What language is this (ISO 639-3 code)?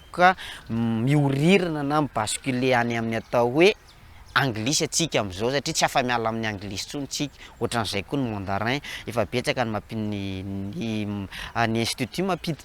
mlg